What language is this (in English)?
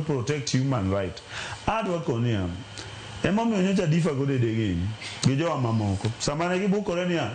Luo (Kenya and Tanzania)